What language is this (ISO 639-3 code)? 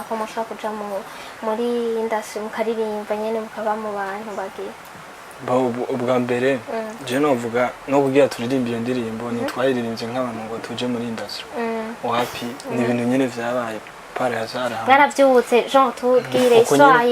run